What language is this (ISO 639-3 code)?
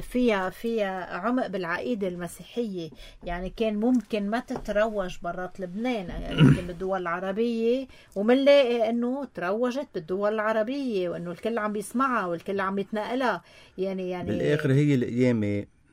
apc